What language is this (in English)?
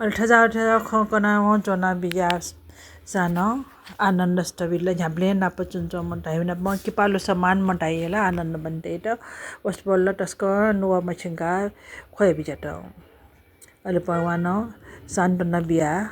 Newari